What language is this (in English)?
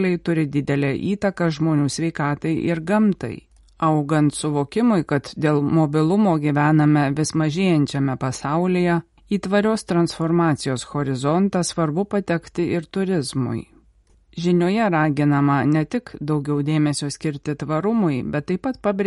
Lithuanian